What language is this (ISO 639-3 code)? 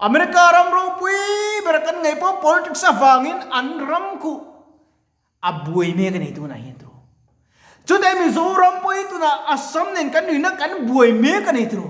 lus